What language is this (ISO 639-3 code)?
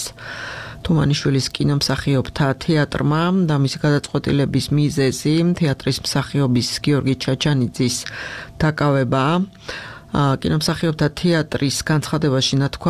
kat